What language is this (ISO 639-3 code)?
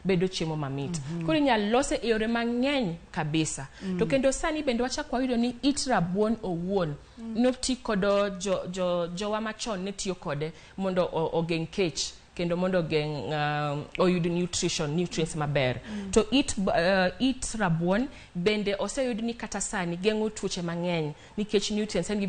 luo